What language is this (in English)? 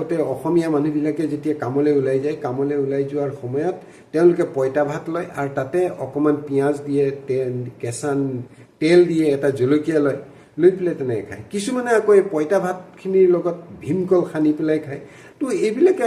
Assamese